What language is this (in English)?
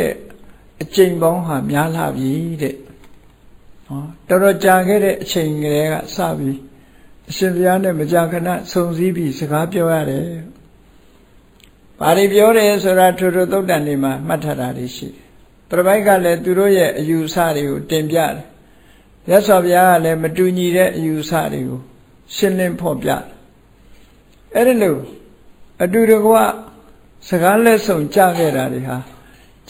Burmese